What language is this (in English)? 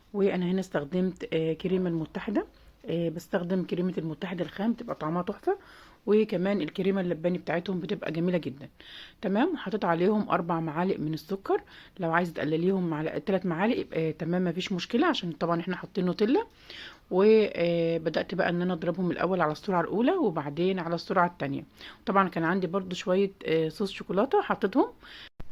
Egyptian Arabic